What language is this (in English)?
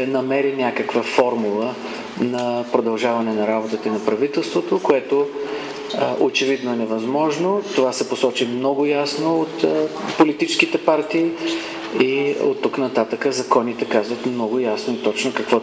Bulgarian